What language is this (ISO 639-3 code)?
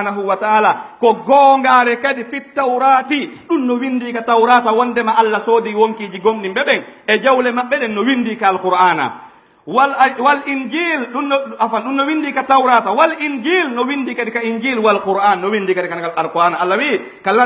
fuf